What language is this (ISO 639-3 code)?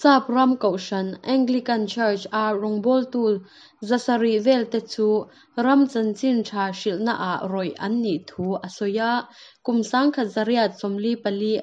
cnh